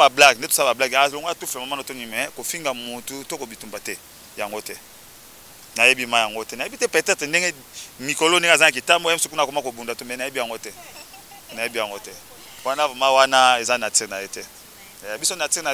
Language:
Lingala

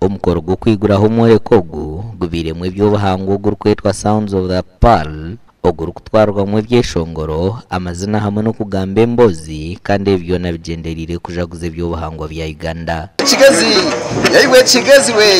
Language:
Nyankole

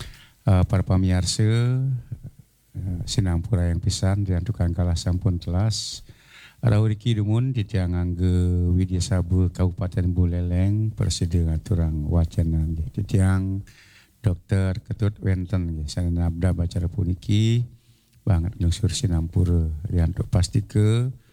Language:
Balinese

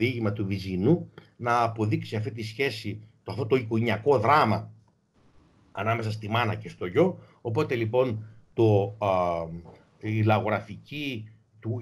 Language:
Greek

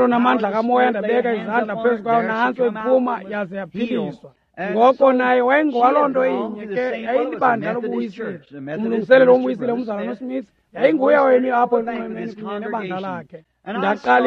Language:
Xhosa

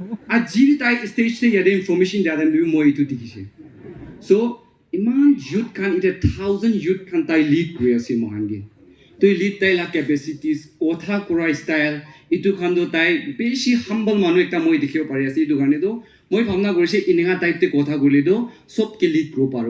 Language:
Naga Pidgin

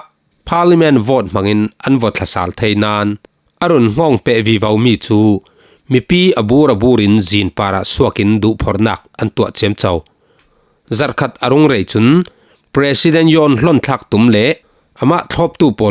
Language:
Falam Chin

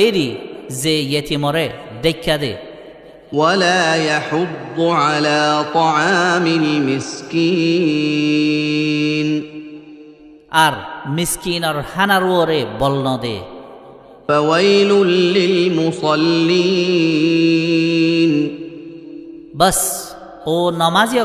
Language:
Rohingya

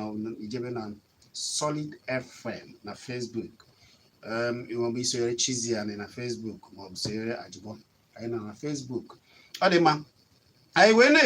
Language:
Igbo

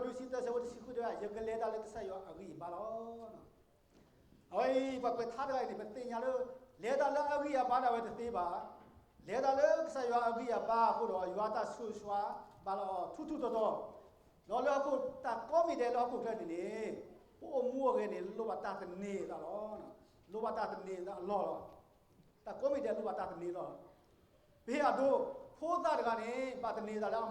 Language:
S'gaw Karen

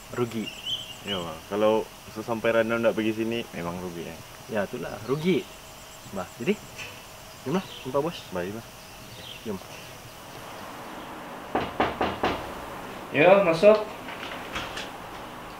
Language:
Malay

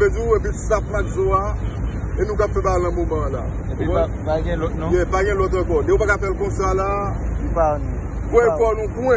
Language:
Haitian Creole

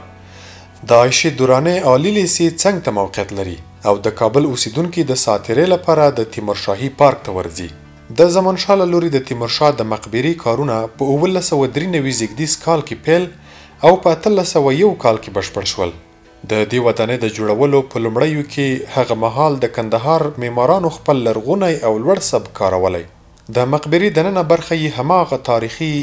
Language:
Pashto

